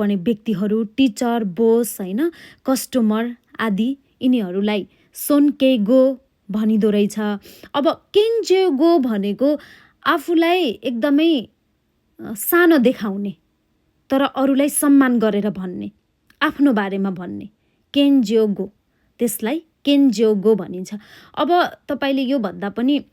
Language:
Nepali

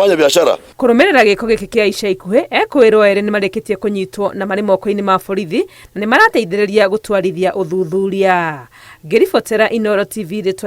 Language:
Kikuyu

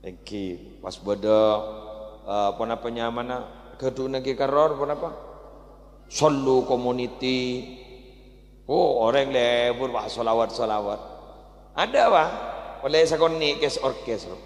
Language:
Madurese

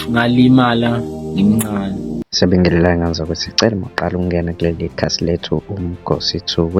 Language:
Zulu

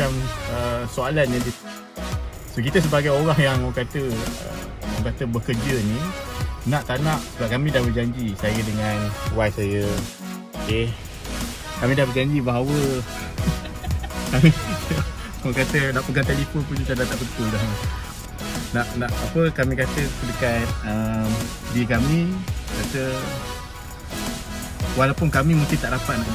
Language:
Malay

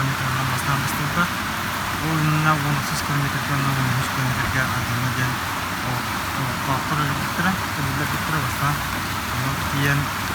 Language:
Yakut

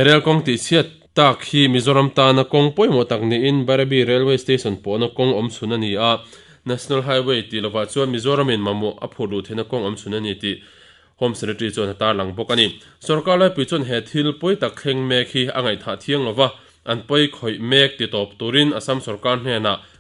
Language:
Mizo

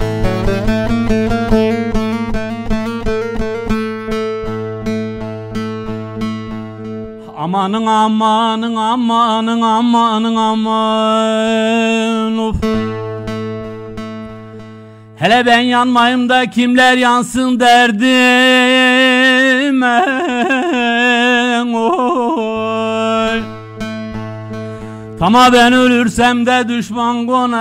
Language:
Turkish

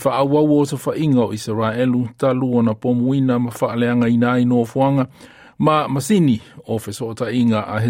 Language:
Samoan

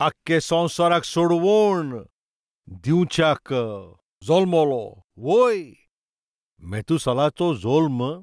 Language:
Konkani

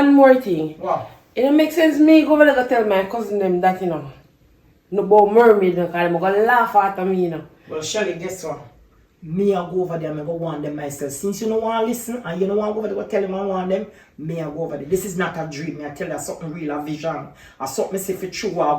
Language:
Jamaican Creole English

